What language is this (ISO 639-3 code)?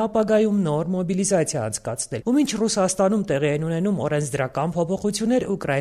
hye